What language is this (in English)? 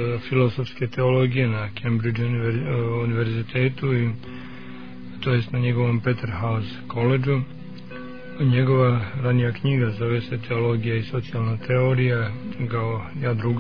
Serbian